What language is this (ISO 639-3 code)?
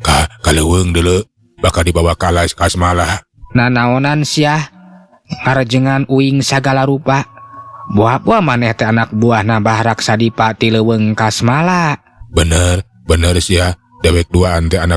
sun